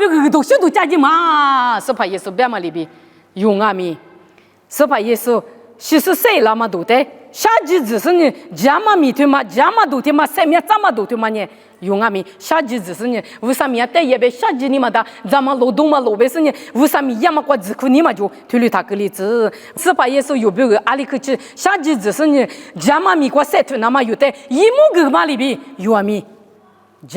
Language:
Lisu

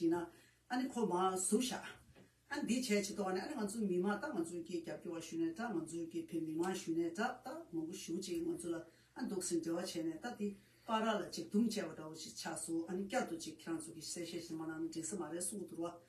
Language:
Tibetan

